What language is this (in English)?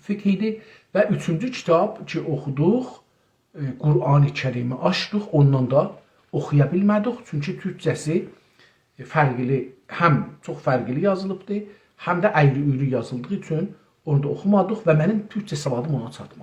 South Azerbaijani